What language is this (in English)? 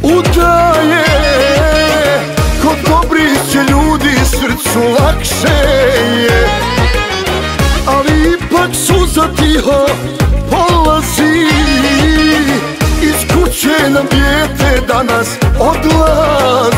Croatian